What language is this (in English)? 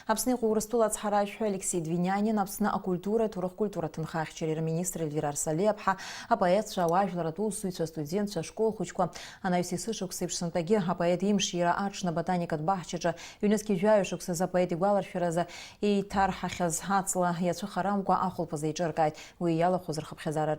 Abkhazian